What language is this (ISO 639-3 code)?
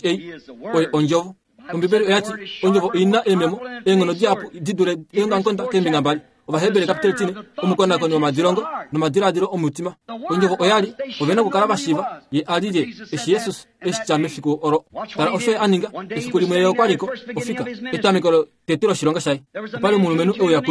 kua